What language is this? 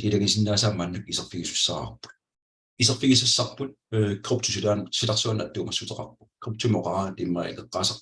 Kalaallisut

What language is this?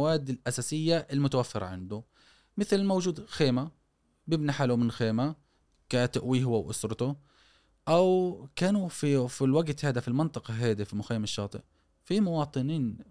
Gulf Arabic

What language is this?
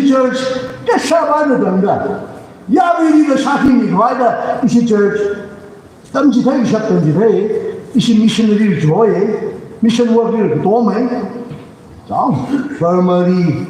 Tangkhul Naga (India)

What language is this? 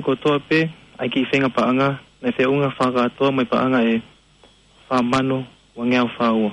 Tongan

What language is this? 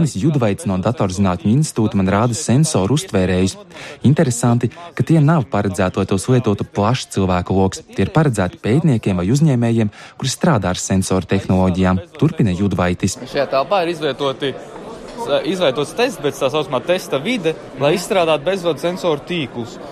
Latvian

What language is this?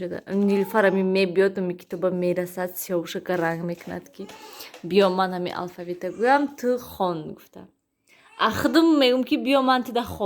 Tajik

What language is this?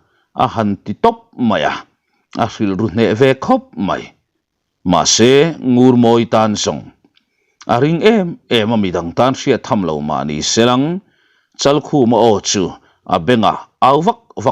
Mizo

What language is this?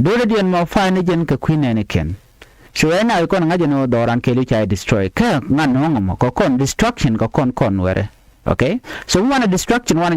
Nuer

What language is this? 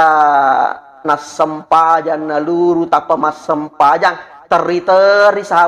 Buginese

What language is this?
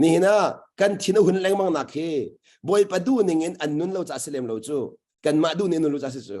Hakha Chin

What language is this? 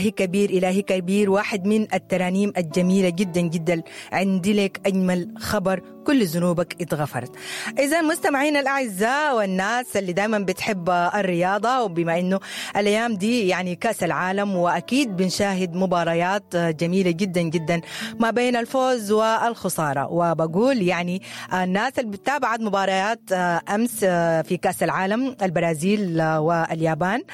Sudanese Arabic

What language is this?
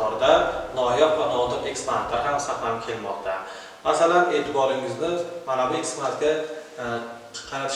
Uzbek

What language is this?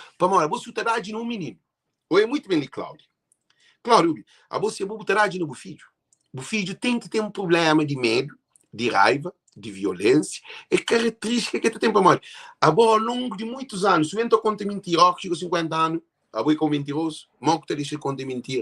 Kabuverdianu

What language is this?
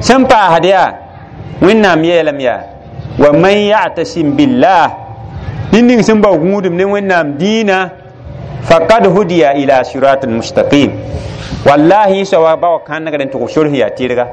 Mossi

